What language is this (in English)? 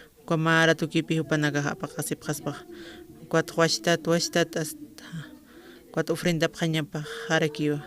Aymara